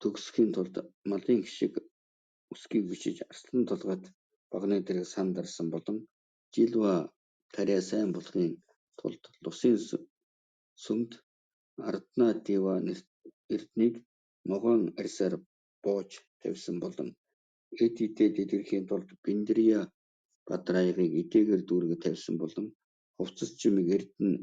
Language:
Mongolian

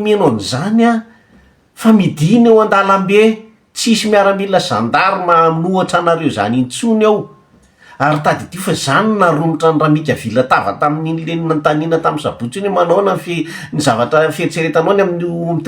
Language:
Malagasy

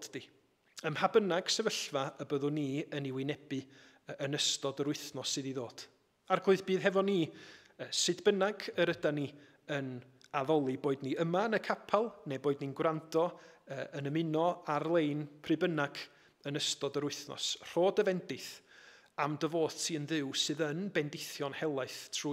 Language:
Welsh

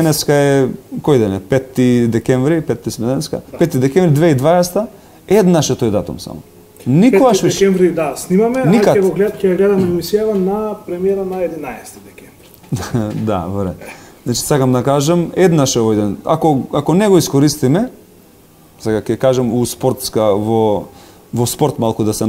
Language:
Macedonian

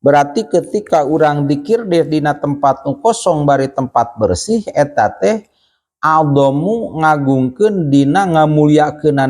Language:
Sundanese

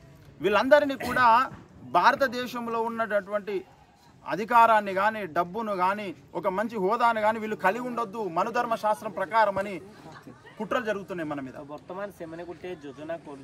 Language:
Telugu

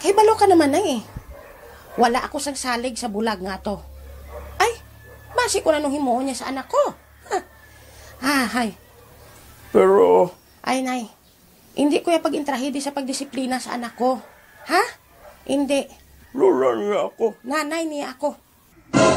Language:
Hiligaynon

